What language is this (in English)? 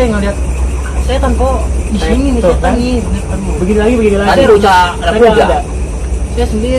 Betawi